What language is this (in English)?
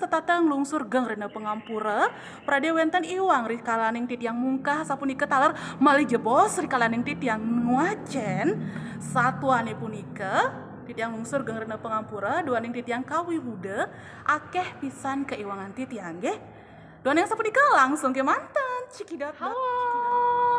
Balinese